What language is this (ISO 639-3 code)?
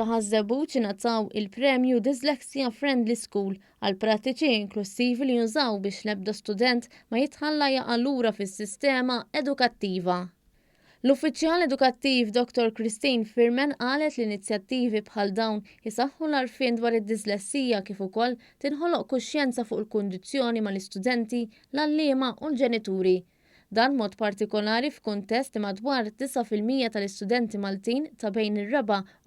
mlt